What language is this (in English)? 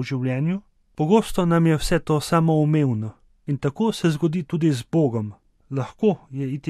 Slovenian